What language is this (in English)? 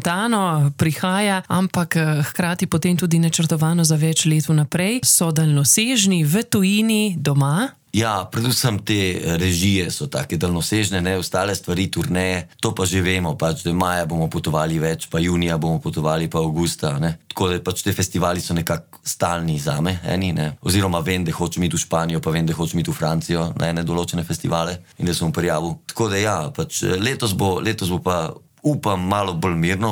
Slovenian